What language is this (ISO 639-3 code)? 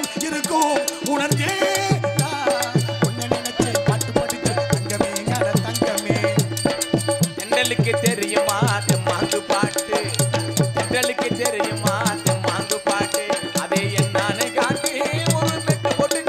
tam